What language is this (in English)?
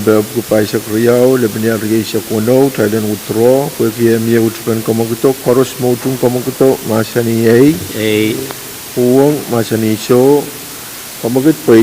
Pohnpeian